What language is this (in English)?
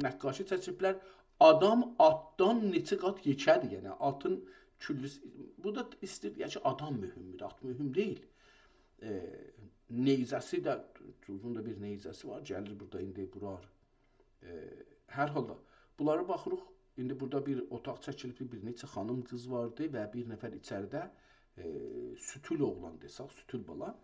South Azerbaijani